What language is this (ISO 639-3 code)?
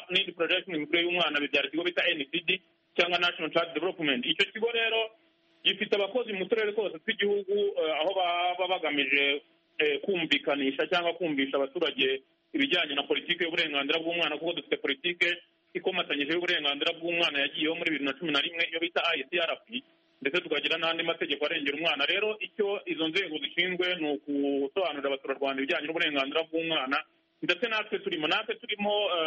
kin